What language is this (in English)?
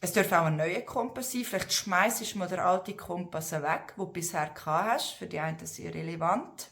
Swiss German